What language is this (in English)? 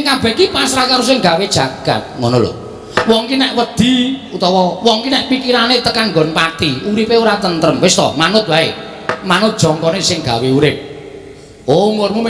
Javanese